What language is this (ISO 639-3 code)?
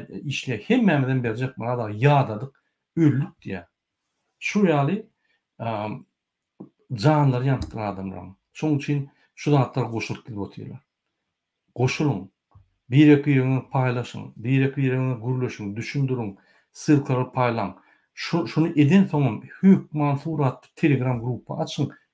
tuk